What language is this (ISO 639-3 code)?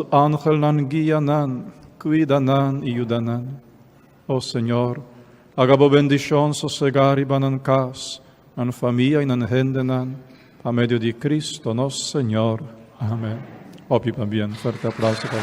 pap